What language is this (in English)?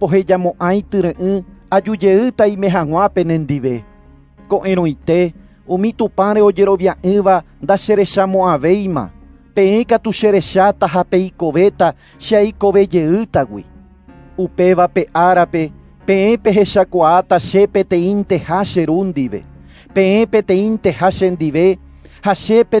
Guarani